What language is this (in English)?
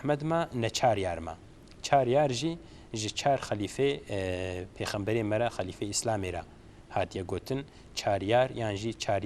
Kurdish